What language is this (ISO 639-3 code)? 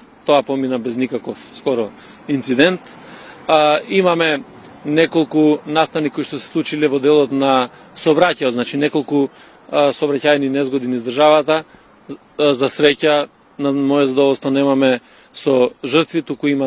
mkd